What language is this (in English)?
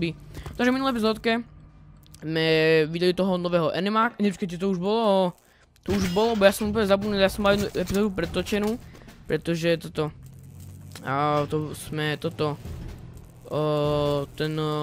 Slovak